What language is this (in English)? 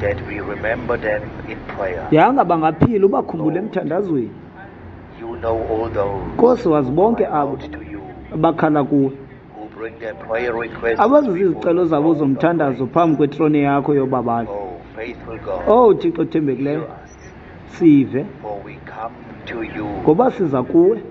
Xhosa